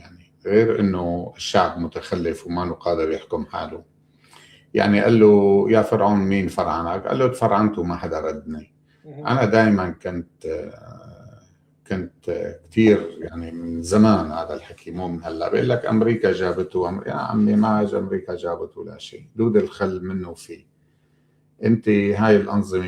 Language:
North Levantine Arabic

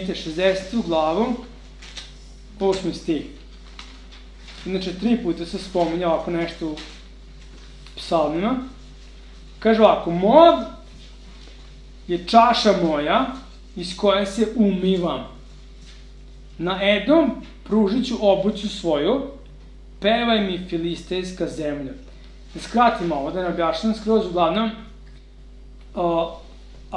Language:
Serbian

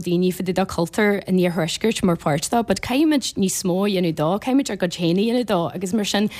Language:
Irish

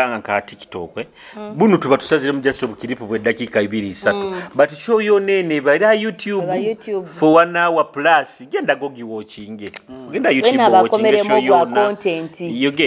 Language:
Nyoro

